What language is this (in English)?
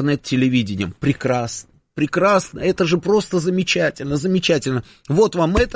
Russian